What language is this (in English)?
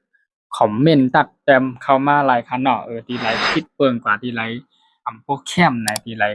Shan